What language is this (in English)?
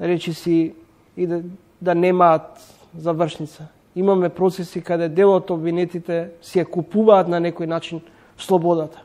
Macedonian